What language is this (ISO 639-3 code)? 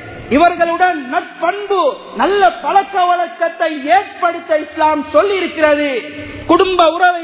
tam